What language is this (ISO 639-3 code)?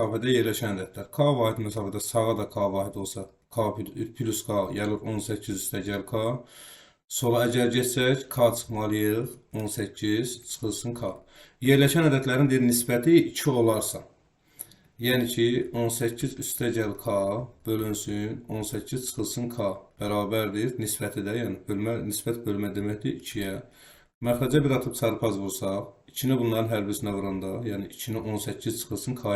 aze